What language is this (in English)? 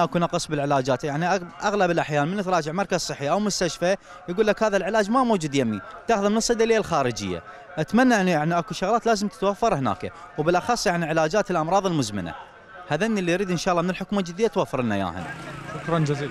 Mesopotamian Arabic